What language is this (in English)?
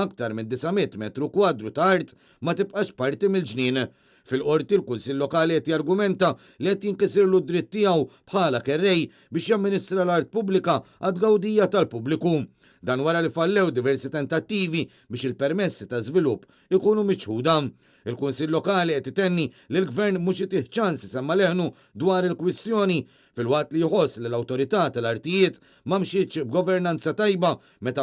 Maltese